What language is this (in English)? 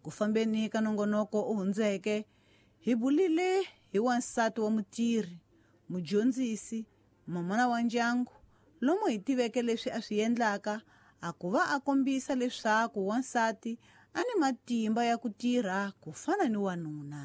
Tsonga